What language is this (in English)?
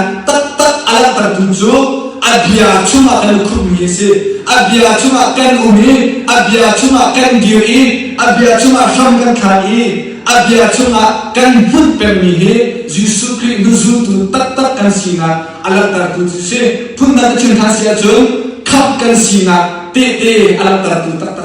Hakha Chin